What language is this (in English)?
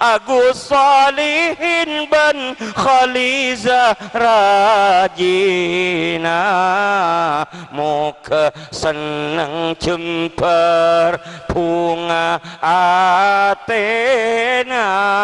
Madurese